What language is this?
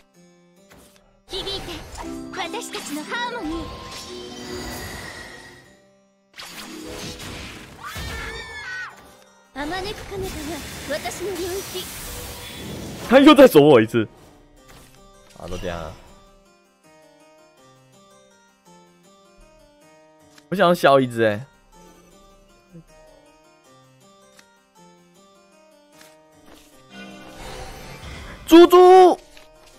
Chinese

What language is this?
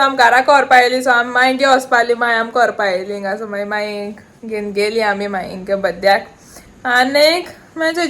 Konkani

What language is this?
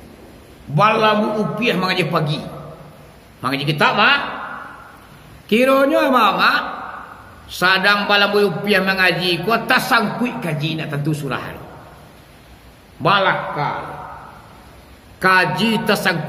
Minangkabau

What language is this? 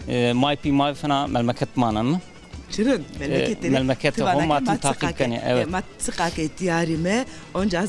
Zaza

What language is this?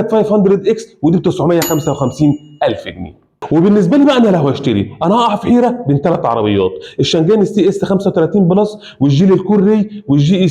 Egyptian Arabic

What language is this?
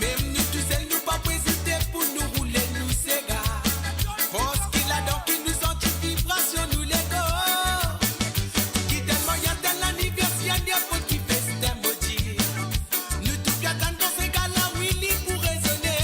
Morisyen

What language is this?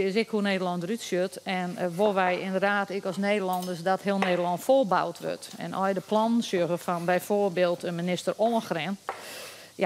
Western Frisian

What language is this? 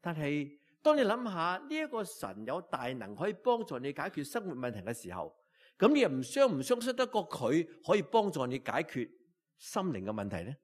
Cantonese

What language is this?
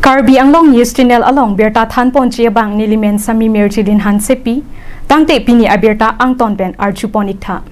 Karbi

